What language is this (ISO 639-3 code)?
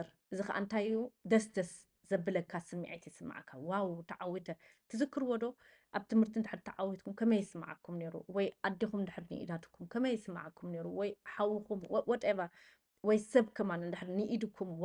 tir